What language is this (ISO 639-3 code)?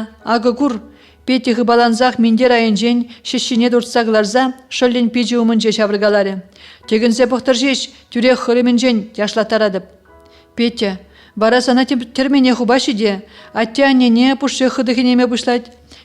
chv